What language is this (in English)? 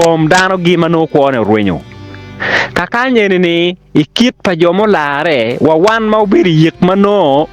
Acoli